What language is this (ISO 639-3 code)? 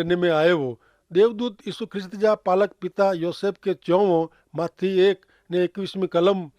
kfr